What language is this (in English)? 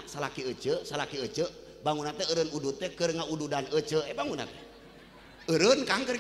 Sundanese